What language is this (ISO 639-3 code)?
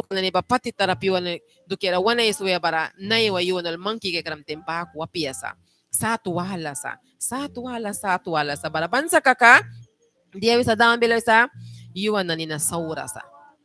miq